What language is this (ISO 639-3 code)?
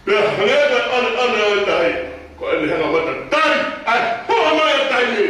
ton